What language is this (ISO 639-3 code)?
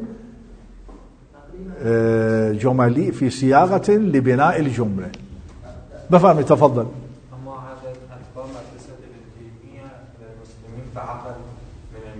fas